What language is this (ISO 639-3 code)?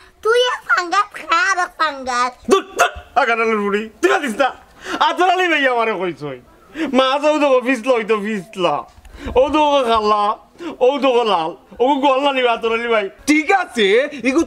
syl